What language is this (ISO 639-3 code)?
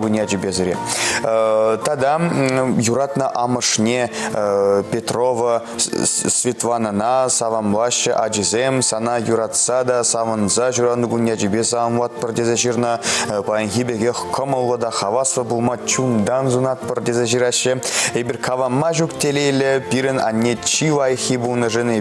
chv